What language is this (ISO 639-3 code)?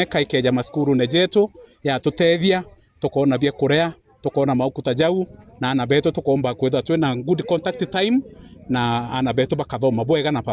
mer